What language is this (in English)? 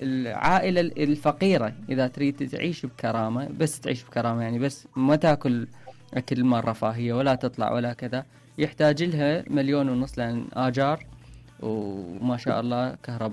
Mesopotamian Arabic